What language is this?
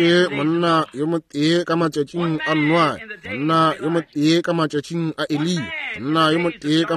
Northern Sotho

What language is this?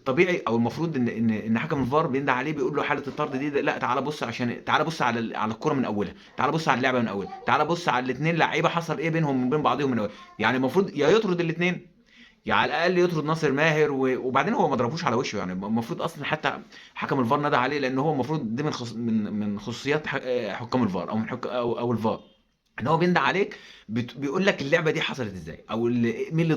Egyptian Arabic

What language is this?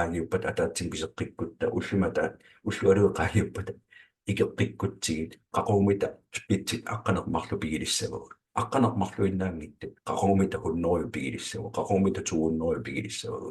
Kalaallisut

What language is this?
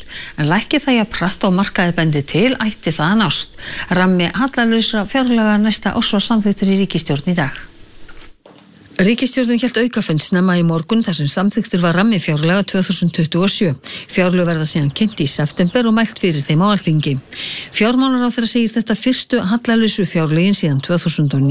Icelandic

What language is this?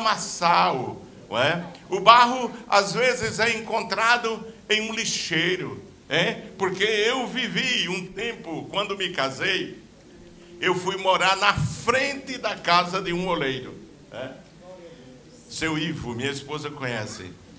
Portuguese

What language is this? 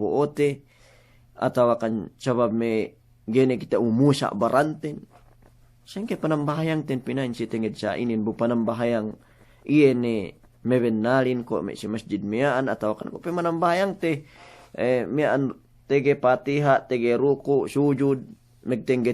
Yakan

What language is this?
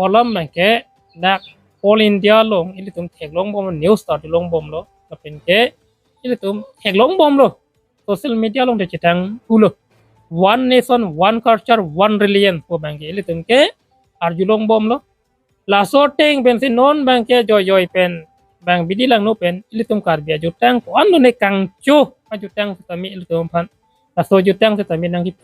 Karbi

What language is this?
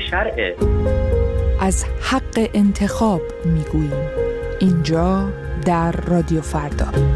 Persian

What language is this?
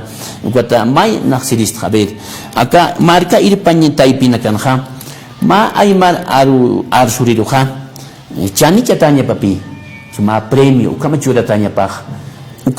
Aymara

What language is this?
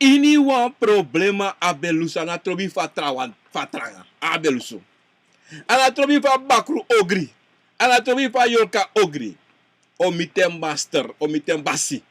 Sranan Tongo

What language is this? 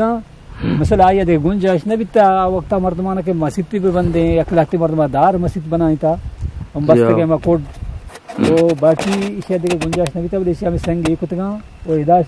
Eastern Balochi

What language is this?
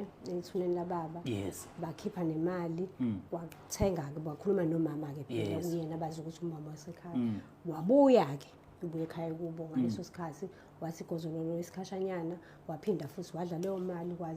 Zulu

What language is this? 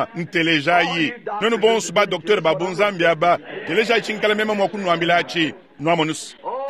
Luba-Lulua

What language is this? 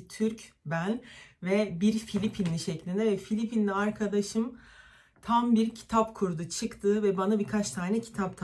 Turkish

